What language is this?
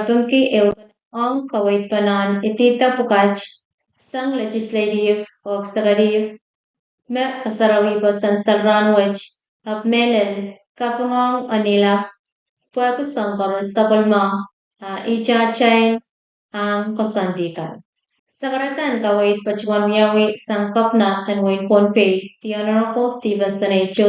Pohnpeian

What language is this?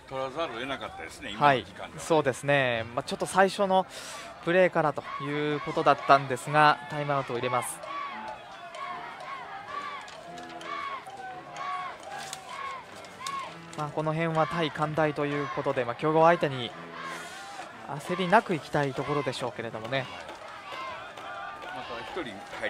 Japanese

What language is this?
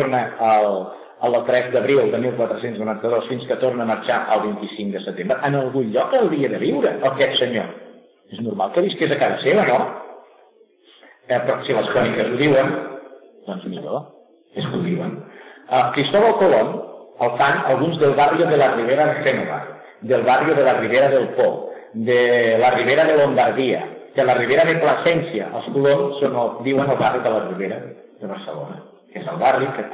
Catalan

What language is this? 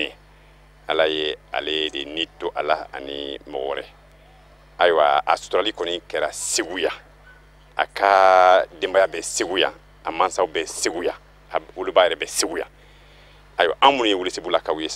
Bambara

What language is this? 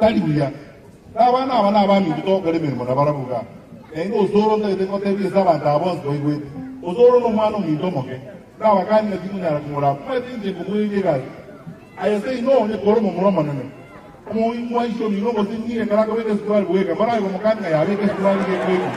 Gusii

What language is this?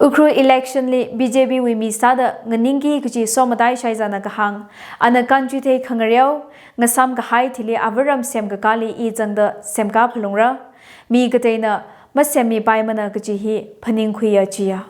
Tangkhul Naga (India)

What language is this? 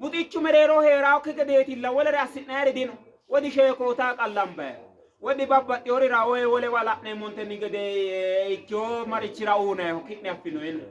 Sidamo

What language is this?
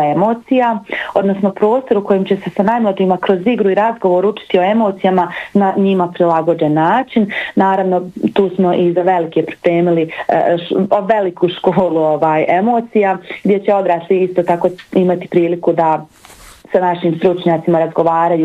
Bosnian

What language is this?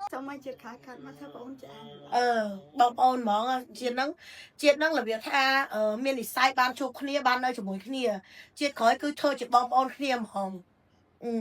Khmer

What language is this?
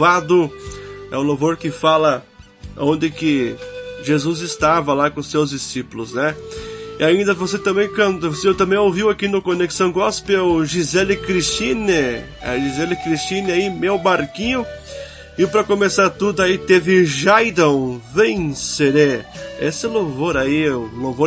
Portuguese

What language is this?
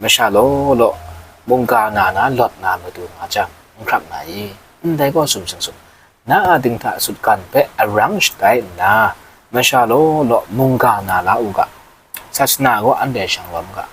Kachin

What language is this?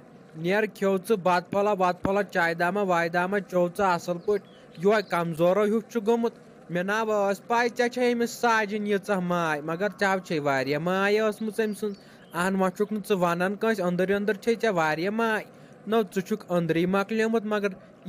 Kashmiri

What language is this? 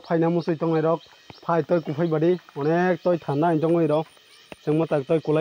Kok Borok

